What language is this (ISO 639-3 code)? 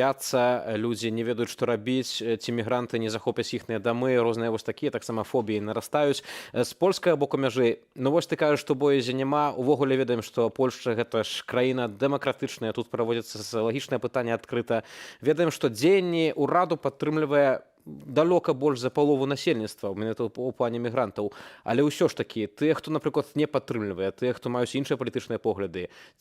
bel